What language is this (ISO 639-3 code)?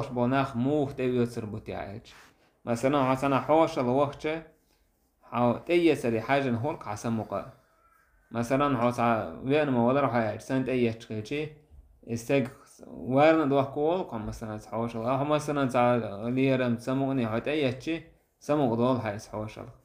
che